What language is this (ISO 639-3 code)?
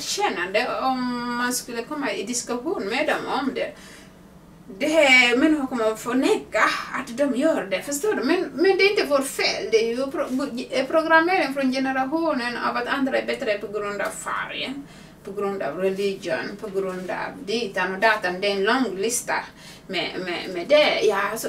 swe